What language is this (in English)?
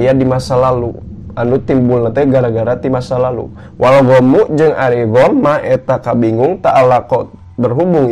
Sundanese